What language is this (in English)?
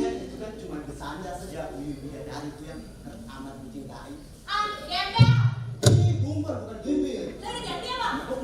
Betawi